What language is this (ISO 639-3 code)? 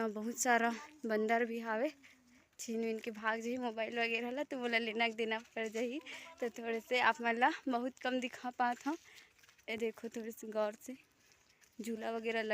hne